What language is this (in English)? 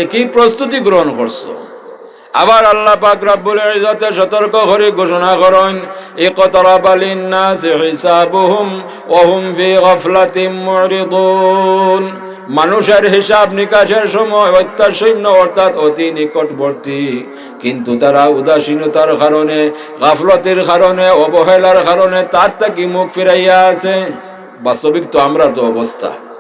Sylheti